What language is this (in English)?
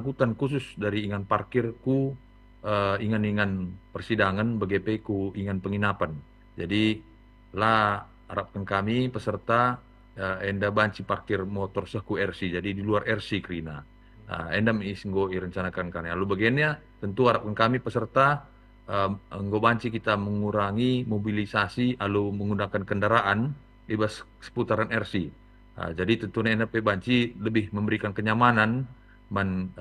Batak Karo